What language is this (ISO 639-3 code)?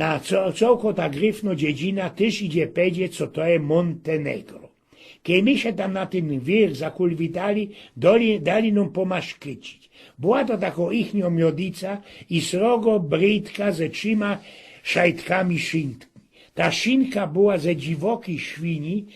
szl